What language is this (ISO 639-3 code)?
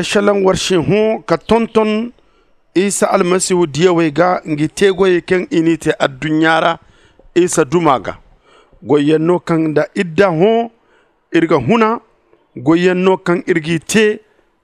dje